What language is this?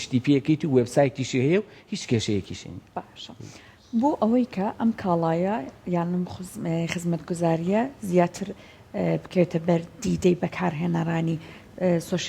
Central Kurdish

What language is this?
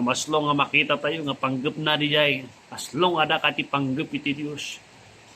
Iloko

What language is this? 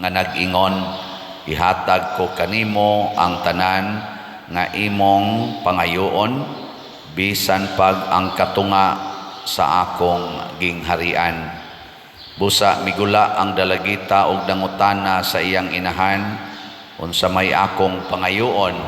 Cebuano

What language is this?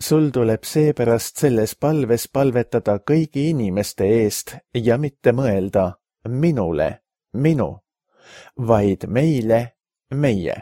Estonian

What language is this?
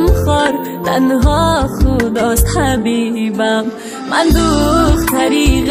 Tajik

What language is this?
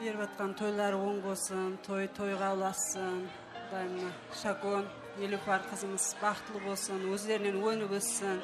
Kara-Kalpak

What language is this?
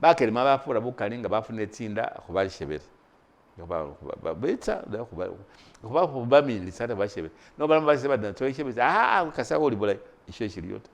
Masaaba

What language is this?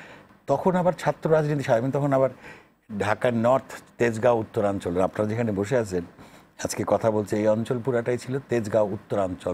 Bangla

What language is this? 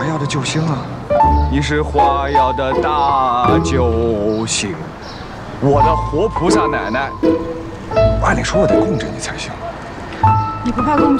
Chinese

